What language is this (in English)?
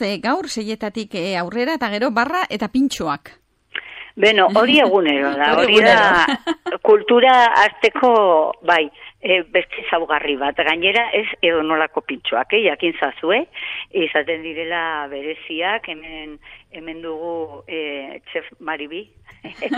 Basque